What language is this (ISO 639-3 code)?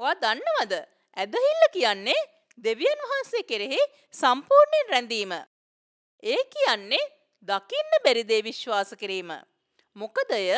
sin